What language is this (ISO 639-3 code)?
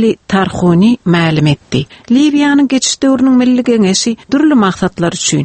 tuk